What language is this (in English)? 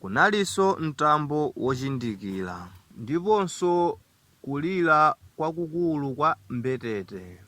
Nyanja